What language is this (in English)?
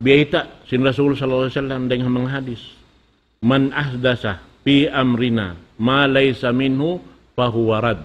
Tausug